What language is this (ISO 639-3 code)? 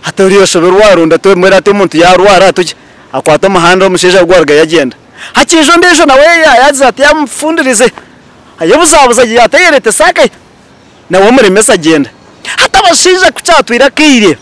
nyn